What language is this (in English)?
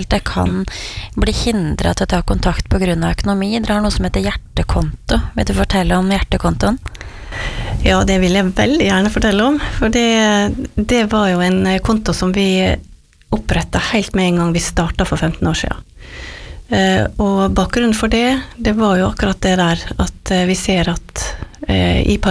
Norwegian